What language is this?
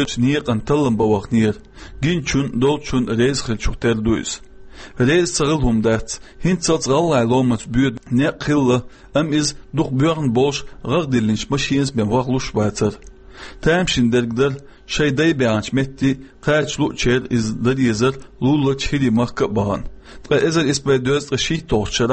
Chechen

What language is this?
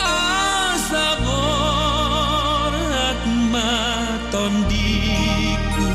Batak Toba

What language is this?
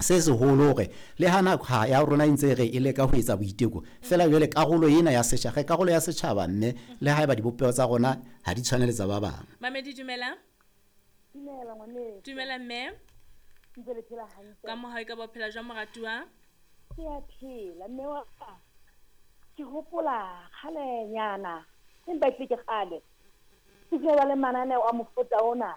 Southern Sotho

